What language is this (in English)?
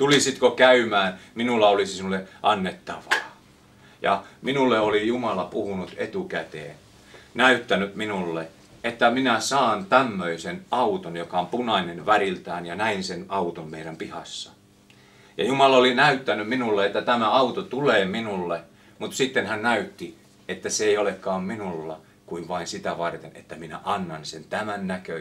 Finnish